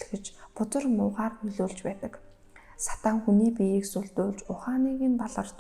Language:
Mongolian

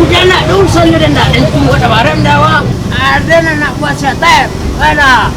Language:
Minangkabau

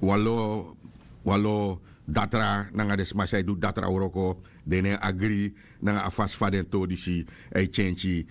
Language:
Sranan Tongo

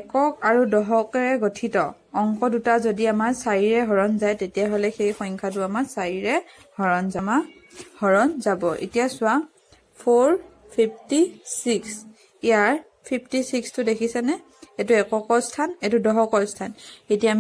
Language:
Assamese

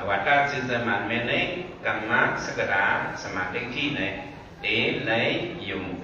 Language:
Shan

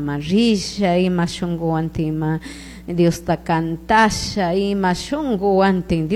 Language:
Chimborazo Highland Quichua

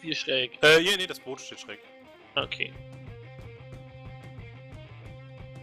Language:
German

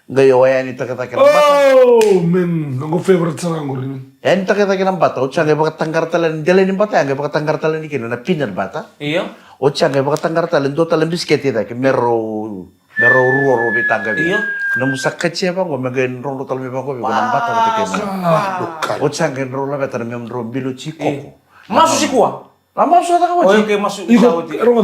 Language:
Fijian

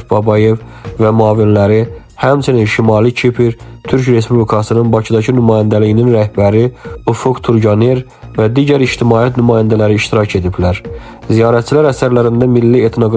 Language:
Azerbaijani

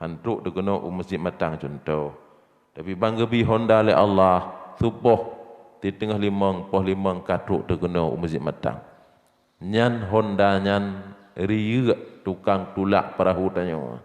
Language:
Achinese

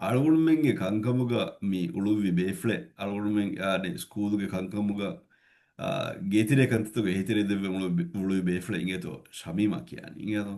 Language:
Divehi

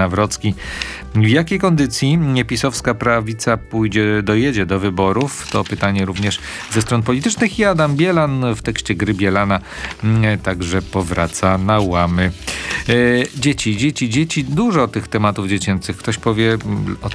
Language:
Polish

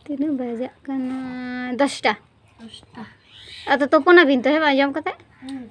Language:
Santali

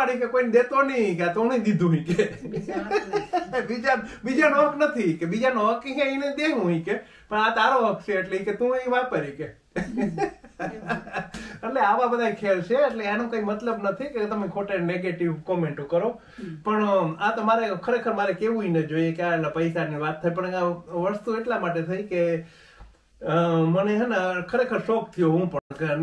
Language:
Gujarati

